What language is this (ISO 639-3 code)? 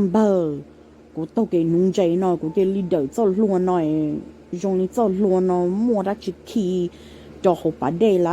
hmn